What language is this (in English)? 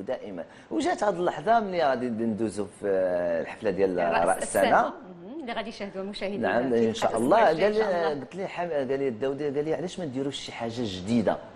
Moroccan Arabic